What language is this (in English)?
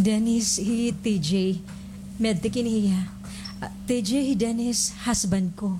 Waray